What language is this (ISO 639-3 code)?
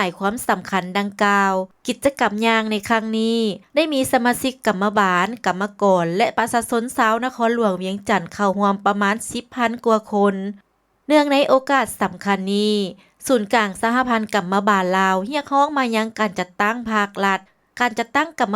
lao